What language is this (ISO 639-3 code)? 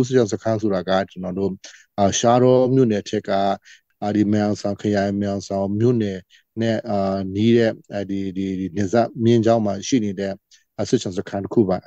mya